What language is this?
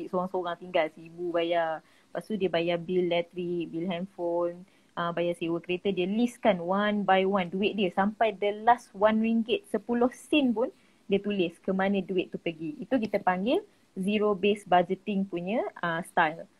Malay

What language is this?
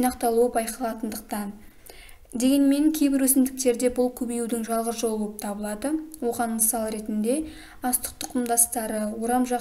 Kazakh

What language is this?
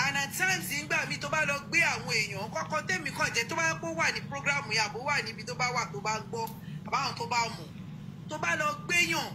Yoruba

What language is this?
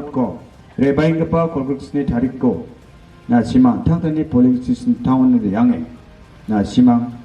Garo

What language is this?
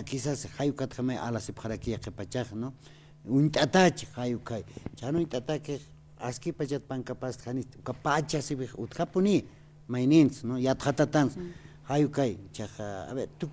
Aymara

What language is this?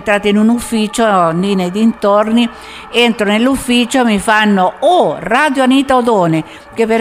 Italian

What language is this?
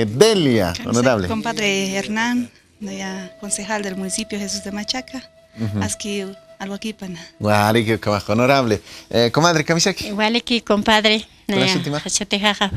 Aymara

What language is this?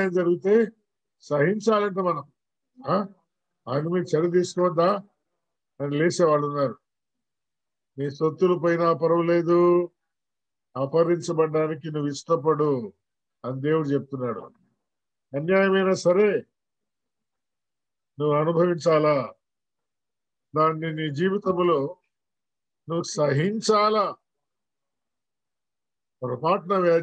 Telugu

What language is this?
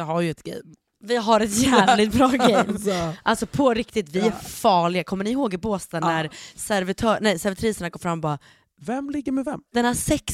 Swedish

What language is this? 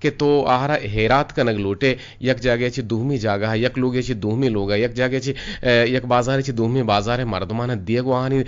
Eastern Balochi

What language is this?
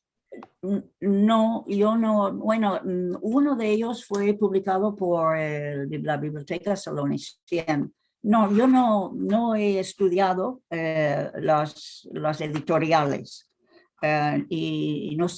Ladino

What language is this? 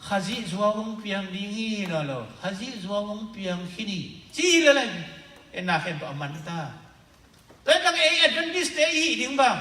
Tedim Chin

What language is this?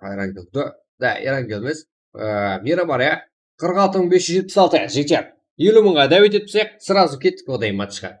Kara-Kalpak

